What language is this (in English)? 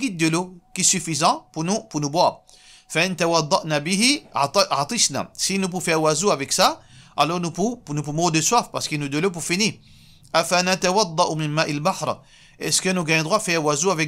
Morisyen